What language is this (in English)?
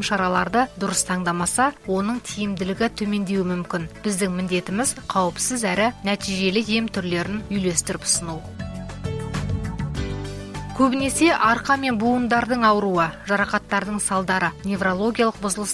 Kazakh